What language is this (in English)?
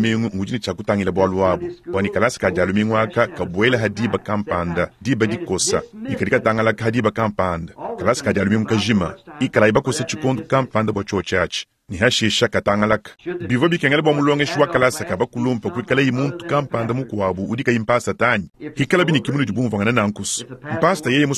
Luba-Lulua